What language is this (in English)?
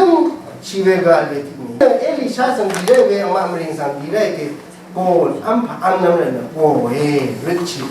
Rawang